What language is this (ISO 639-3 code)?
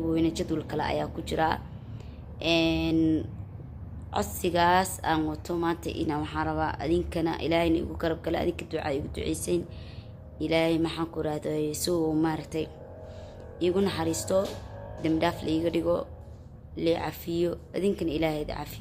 som